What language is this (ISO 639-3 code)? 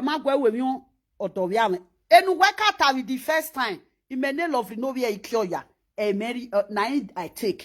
pcm